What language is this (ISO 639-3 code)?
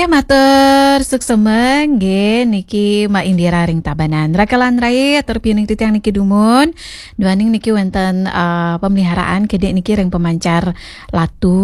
ban